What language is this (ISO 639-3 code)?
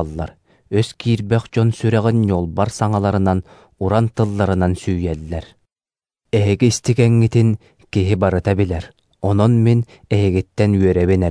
sah